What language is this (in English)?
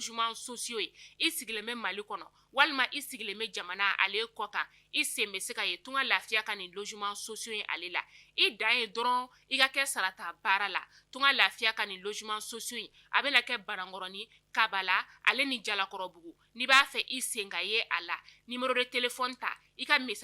Bambara